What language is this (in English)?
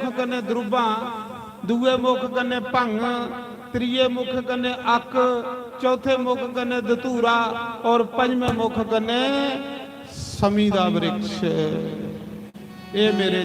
Dogri